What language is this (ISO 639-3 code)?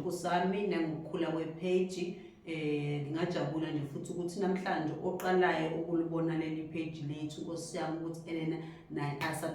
zul